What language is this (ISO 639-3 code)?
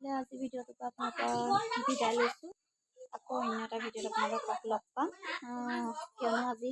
asm